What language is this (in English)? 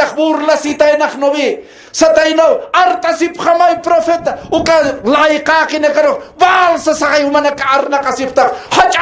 Aymara